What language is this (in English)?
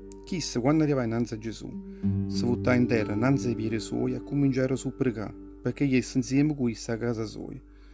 Neapolitan